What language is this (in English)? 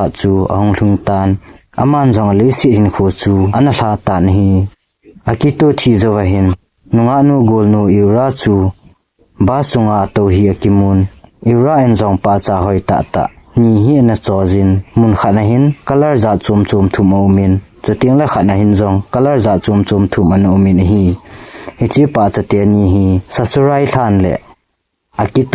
Thado Chin